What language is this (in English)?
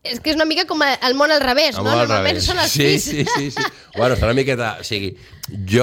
Catalan